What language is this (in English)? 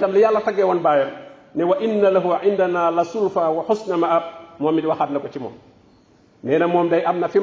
Wolof